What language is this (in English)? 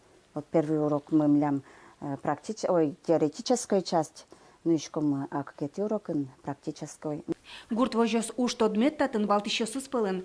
Udmurt